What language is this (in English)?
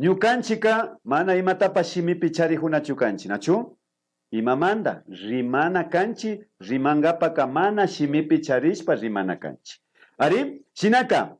Imbabura Highland Quichua